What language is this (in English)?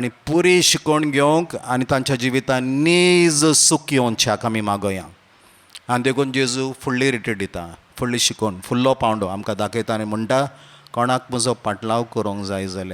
Konkani